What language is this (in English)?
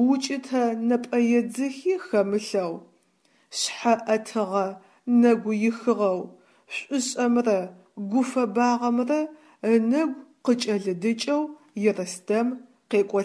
Adyghe